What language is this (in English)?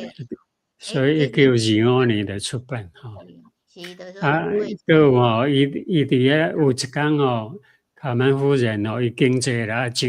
Min Nan Chinese